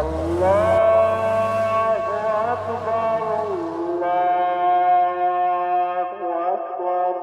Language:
Dargwa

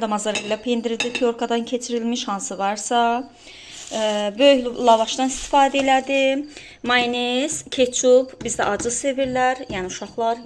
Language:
Azerbaijani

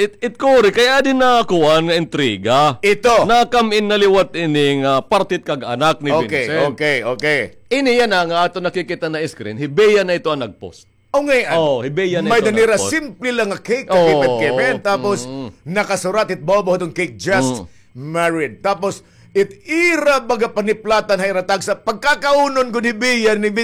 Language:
Waray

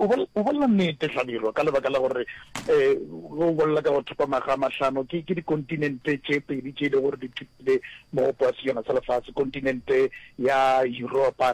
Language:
Northern Sotho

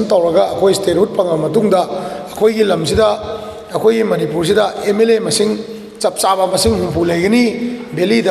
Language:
Manipuri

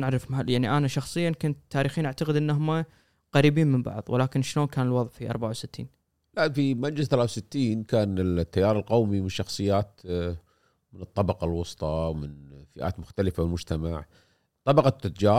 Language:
Gulf Arabic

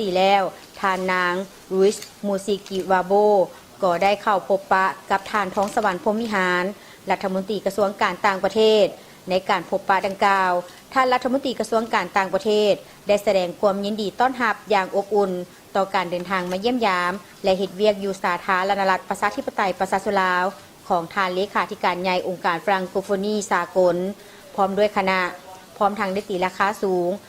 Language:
Lao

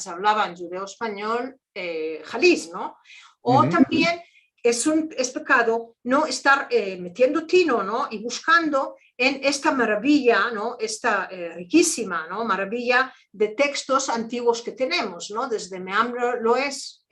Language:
Ladino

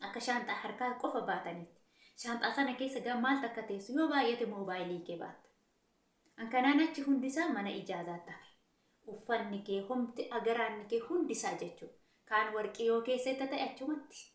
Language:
Oromo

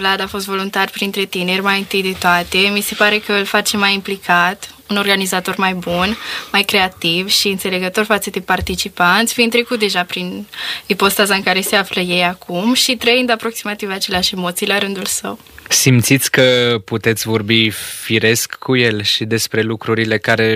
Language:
Romanian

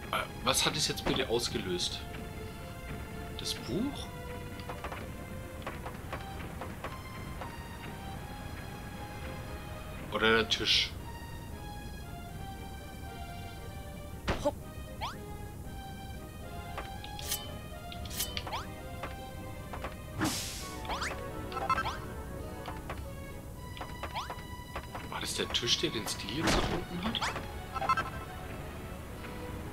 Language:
German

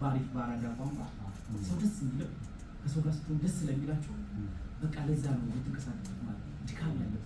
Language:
Amharic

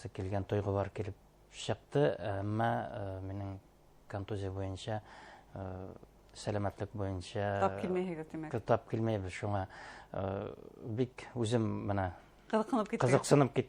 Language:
Bashkir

